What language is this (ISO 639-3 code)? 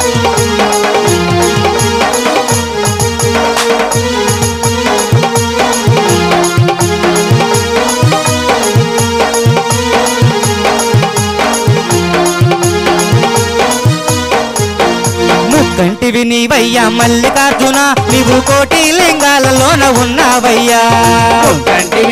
tel